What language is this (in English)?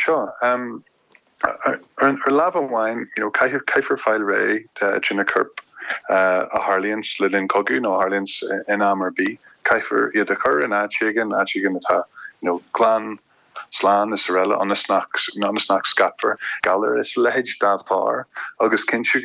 Irish